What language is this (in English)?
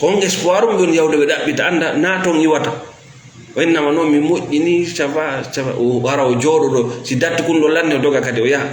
Fula